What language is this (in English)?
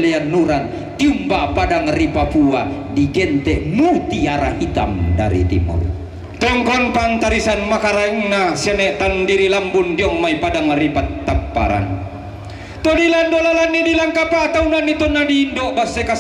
Toraja-Sa'dan